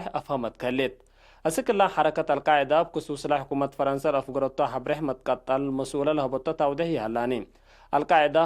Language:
Tigre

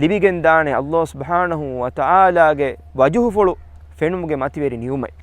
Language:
Divehi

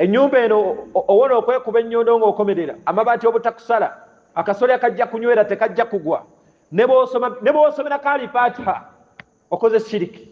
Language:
Ganda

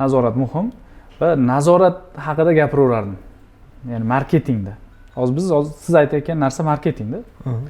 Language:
Uzbek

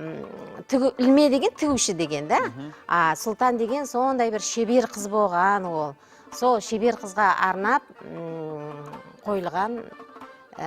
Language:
Kara-Kalpak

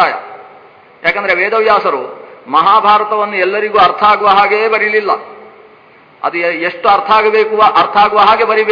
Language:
Kannada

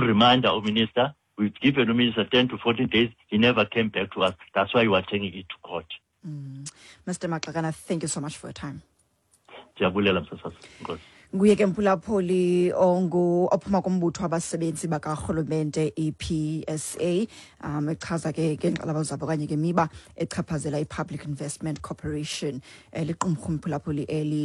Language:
Xhosa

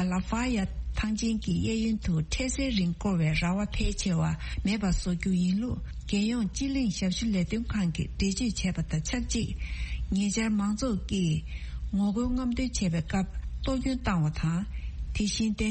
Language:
Tibetan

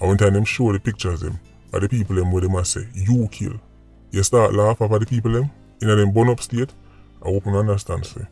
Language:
Jamaican Creole English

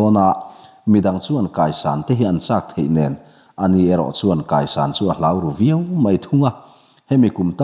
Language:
Mizo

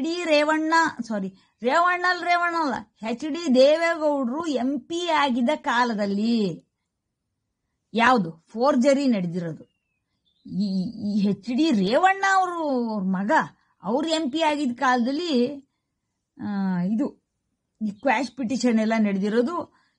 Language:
Kannada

